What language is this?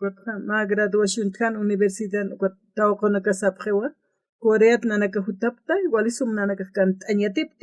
Aymara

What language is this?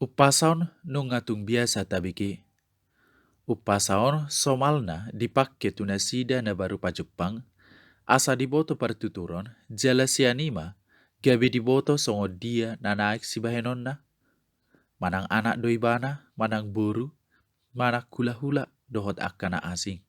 Batak Toba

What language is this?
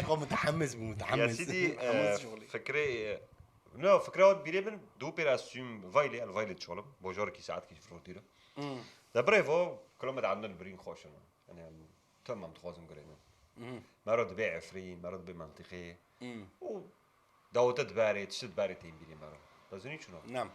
Kurdish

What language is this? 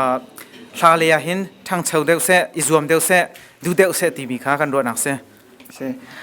Hakha Chin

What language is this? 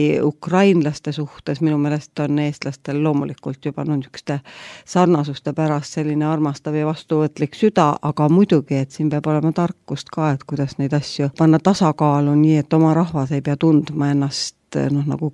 Estonian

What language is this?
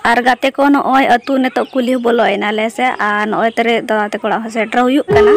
Santali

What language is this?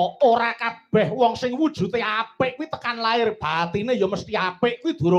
Javanese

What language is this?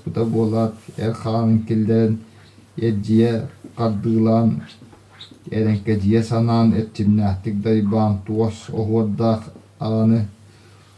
Yakut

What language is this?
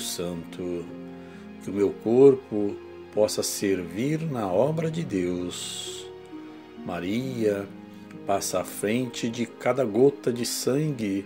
Portuguese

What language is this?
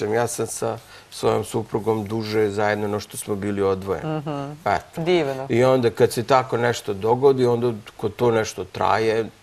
Serbian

